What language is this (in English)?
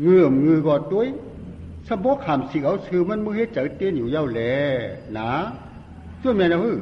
Shan